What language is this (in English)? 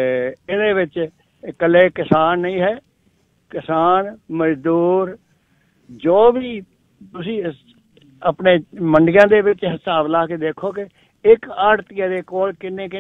Punjabi